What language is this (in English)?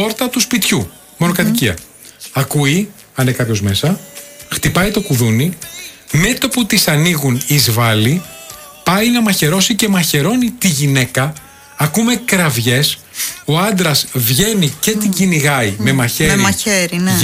Greek